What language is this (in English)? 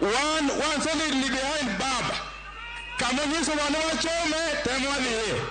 Luo (Kenya and Tanzania)